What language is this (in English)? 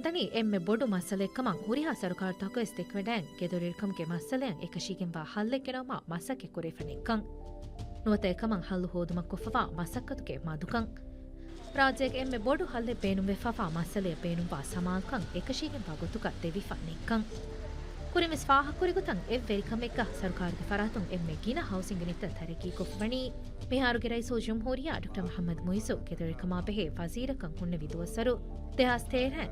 Divehi